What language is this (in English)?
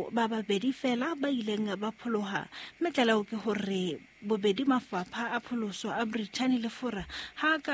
Southern Sotho